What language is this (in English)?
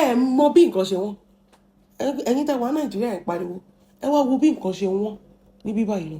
Yoruba